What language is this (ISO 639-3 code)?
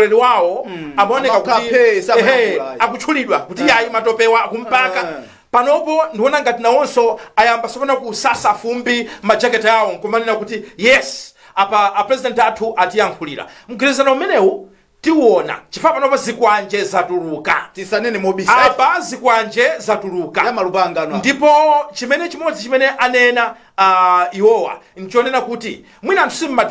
nya